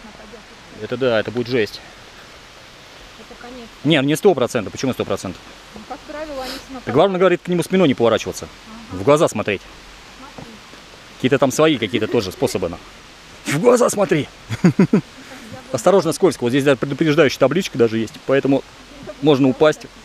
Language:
Russian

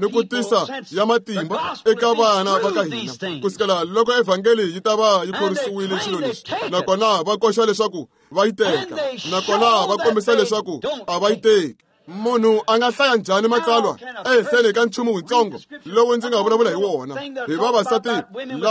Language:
Tsonga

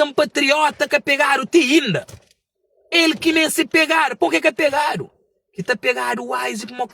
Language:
Kabuverdianu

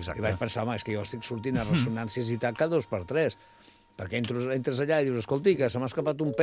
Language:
Catalan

